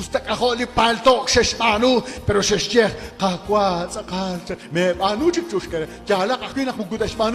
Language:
Kekchí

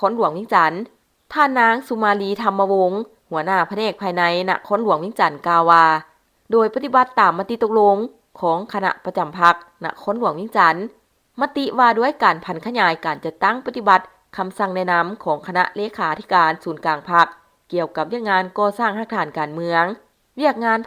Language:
Lao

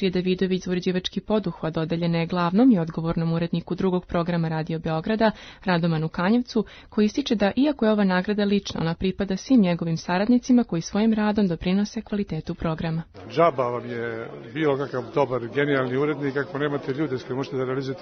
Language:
Serbian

